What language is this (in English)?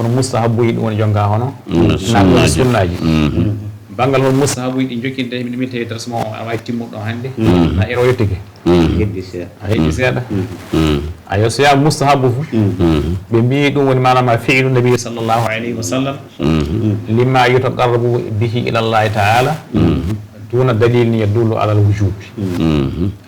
Fula